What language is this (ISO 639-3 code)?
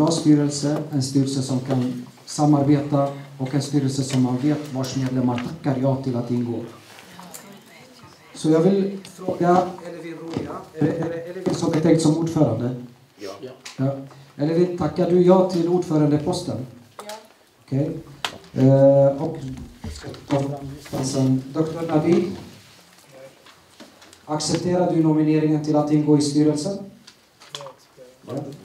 swe